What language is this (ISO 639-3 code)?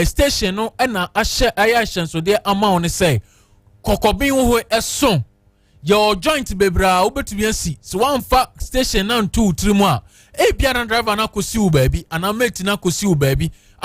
aka